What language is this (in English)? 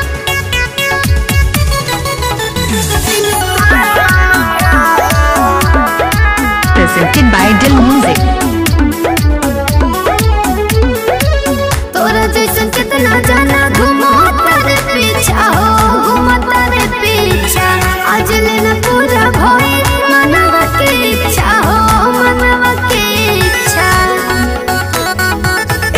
Bhojpuri